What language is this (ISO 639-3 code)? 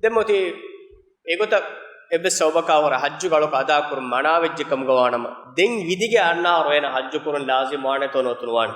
div